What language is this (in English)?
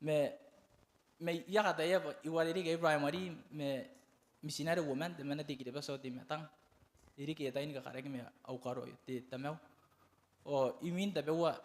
Gilbertese